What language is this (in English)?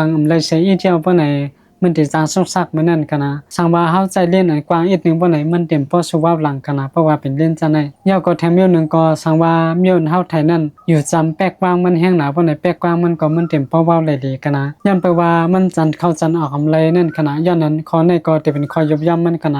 Shan